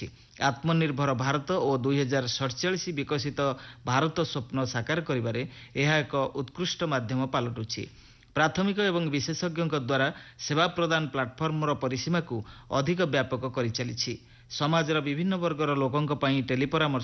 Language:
Odia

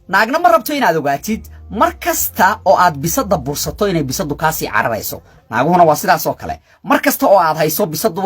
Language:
Somali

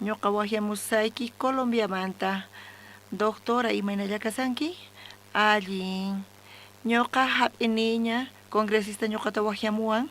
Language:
South Bolivian Quechua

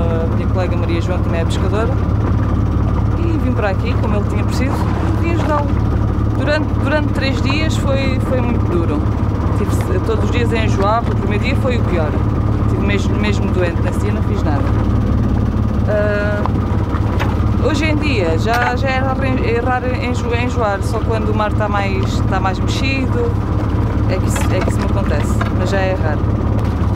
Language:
Portuguese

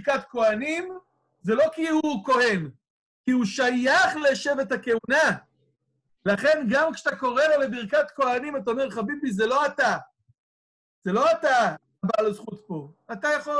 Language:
Hebrew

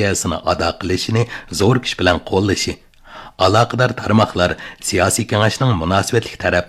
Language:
Uyghur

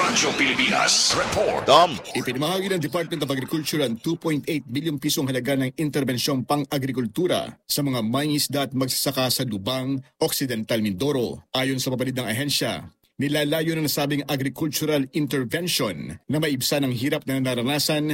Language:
Filipino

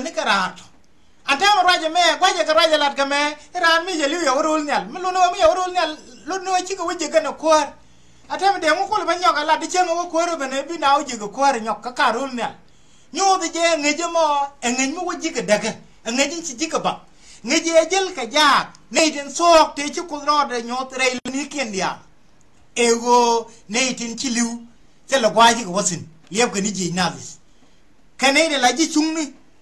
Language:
Nuer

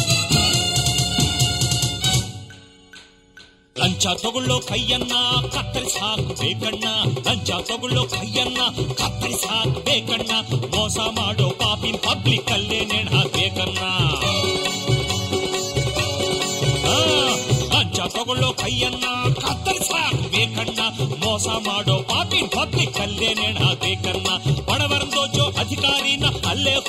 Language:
Kannada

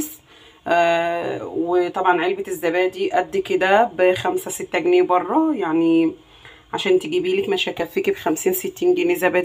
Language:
Egyptian Arabic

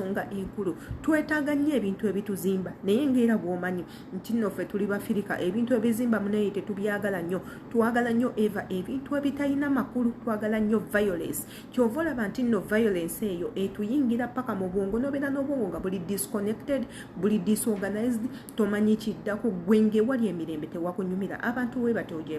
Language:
Ganda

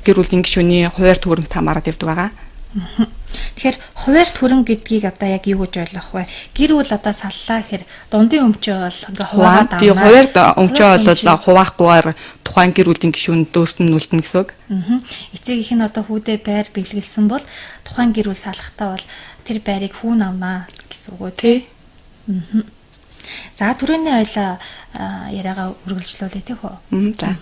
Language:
Mongolian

